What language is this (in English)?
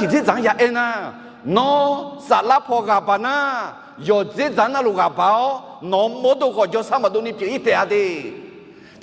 Akha